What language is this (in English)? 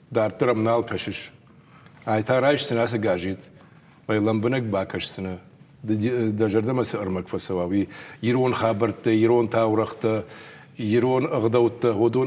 Ossetic